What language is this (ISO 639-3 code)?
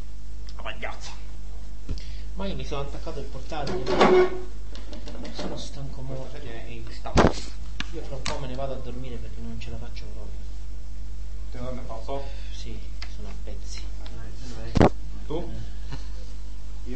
ita